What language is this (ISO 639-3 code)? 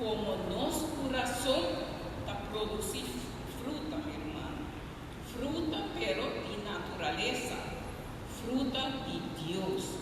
pap